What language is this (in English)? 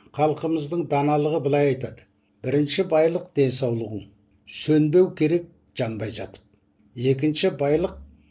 Kazakh